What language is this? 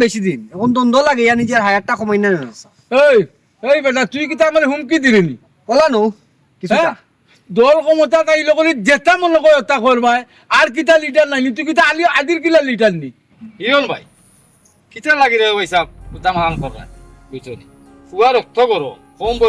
Sylheti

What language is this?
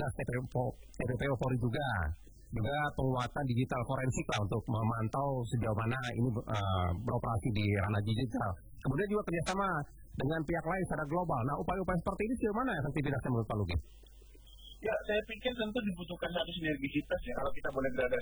Indonesian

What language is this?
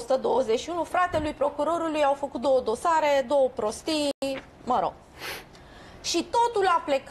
Romanian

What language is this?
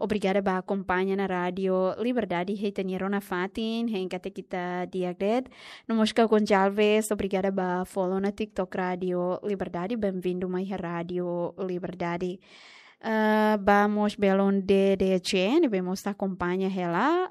Tetum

